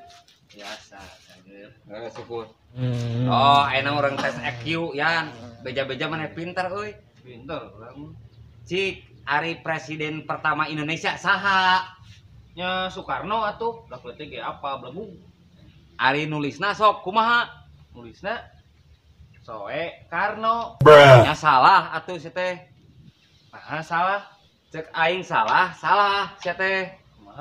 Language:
Sundanese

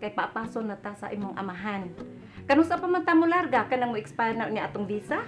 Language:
Cebuano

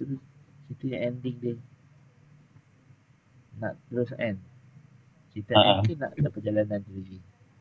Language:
Malay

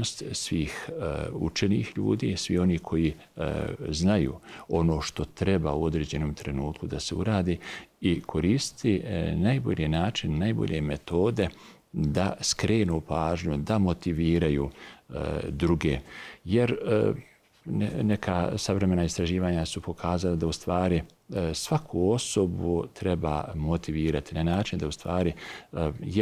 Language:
Bosnian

